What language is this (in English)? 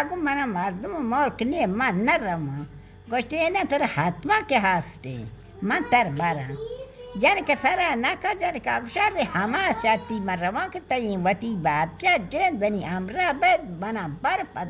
Baluchi